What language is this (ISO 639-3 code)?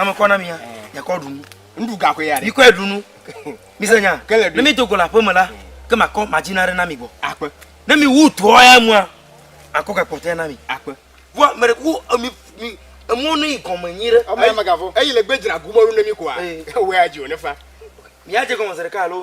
ewe